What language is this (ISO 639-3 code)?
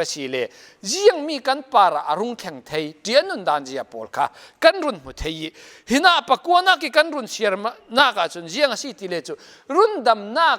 cfm